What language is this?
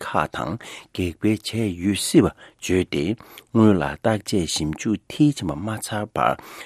Tibetan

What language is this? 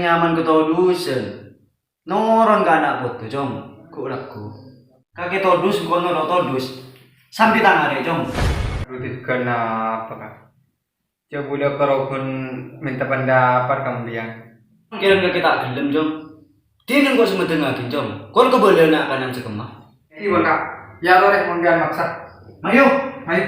Madurese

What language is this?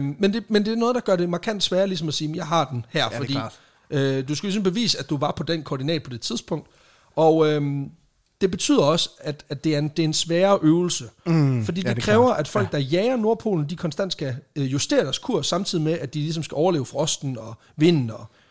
Danish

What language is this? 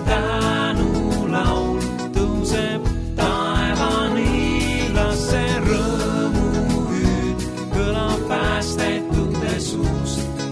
Estonian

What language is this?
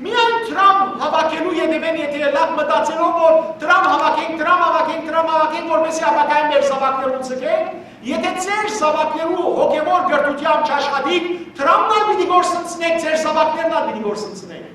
Western Armenian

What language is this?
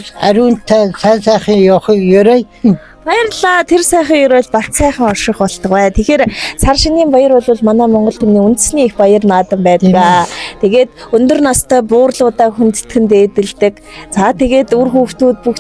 Mongolian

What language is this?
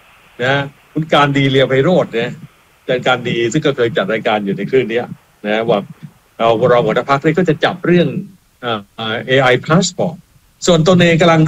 Thai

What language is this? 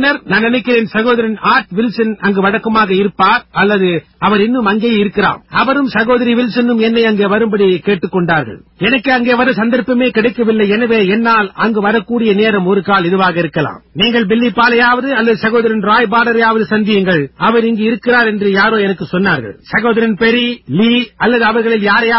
Tamil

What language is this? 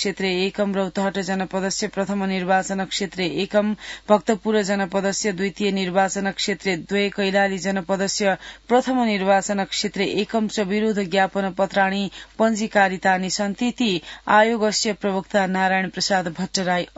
Sanskrit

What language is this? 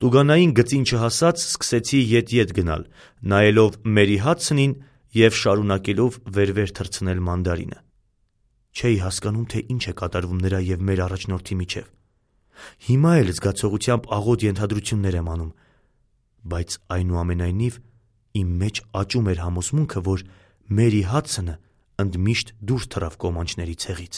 Armenian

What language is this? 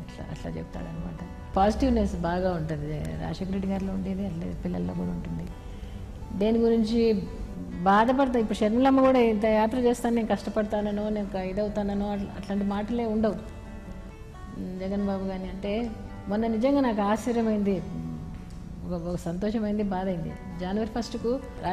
Telugu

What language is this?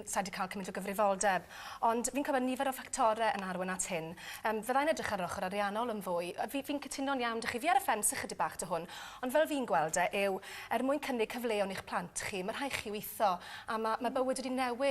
Welsh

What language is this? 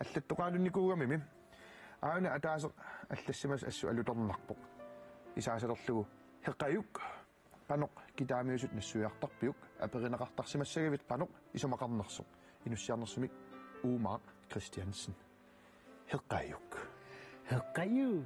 Kalaallisut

